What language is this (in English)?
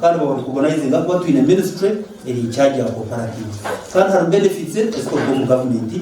Nyankole